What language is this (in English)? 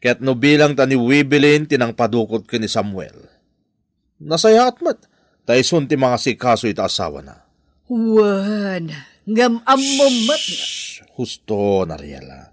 Iloko